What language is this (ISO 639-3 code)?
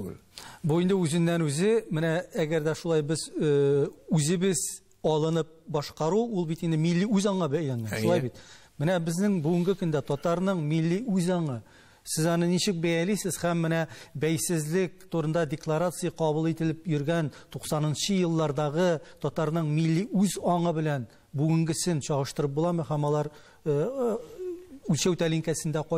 tat